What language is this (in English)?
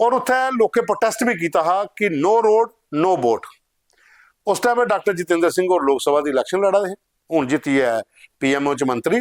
Dogri